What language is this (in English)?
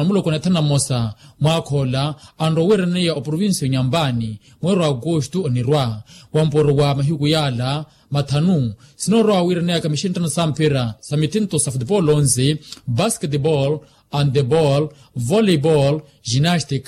Makhuwa